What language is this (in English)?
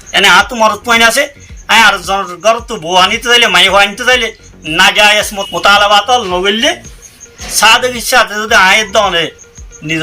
Rohingya